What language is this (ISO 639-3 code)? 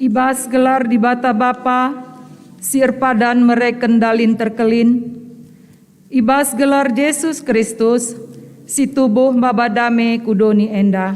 btx